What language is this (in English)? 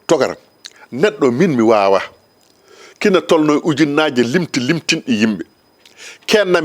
Fula